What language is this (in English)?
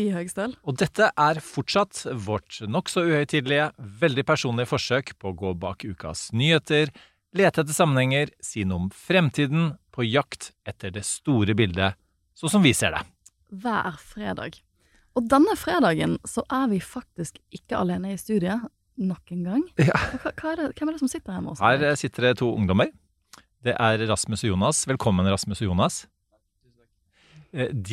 Norwegian